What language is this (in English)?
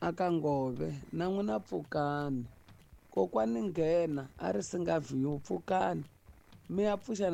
Tsonga